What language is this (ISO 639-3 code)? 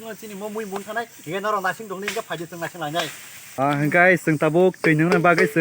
trp